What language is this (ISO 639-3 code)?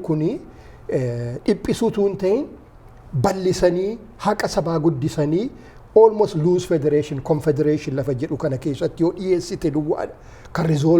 orm